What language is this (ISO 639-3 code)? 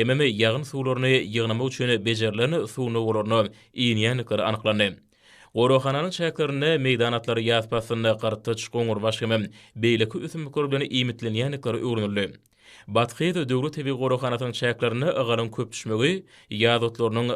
tuk